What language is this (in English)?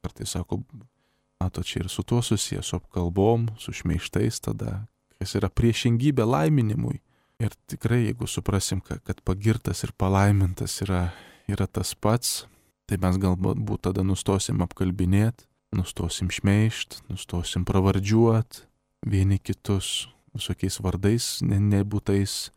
Lithuanian